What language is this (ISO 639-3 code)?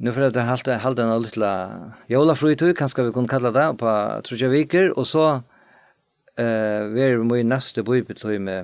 fao